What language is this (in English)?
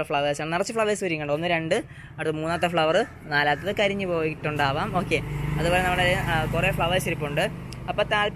Malayalam